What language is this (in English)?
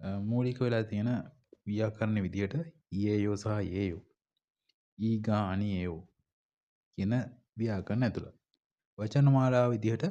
Sinhala